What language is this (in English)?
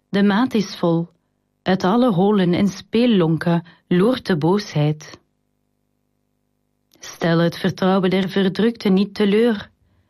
Dutch